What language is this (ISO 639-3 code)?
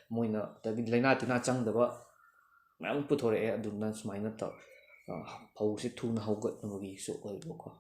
mni